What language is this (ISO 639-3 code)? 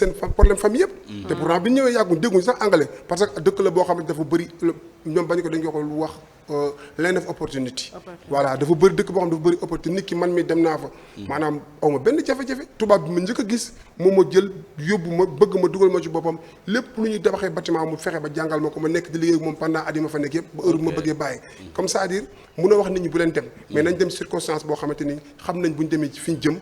wol